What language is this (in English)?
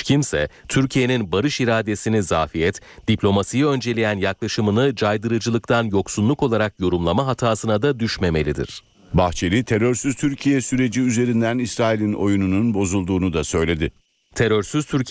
Turkish